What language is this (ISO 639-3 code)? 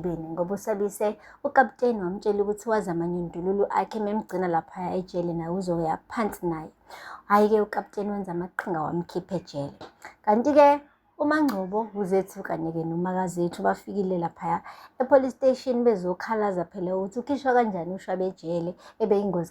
zul